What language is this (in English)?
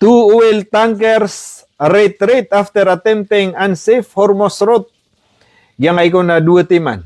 Maranao